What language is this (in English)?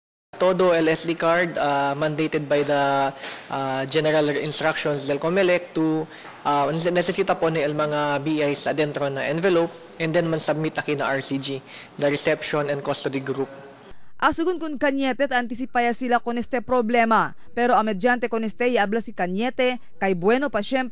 Chavacano